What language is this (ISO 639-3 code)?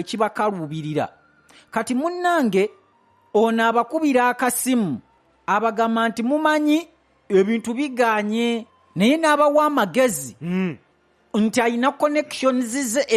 lug